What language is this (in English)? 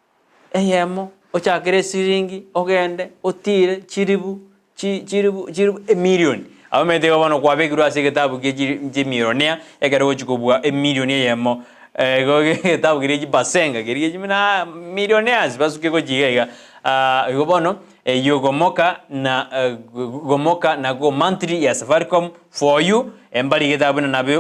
Gusii